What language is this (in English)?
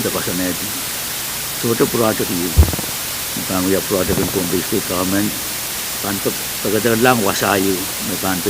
Pohnpeian